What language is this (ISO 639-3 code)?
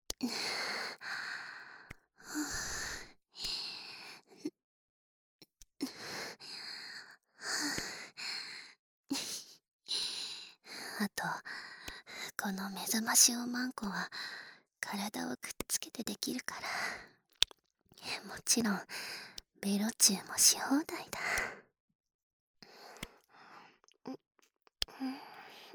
jpn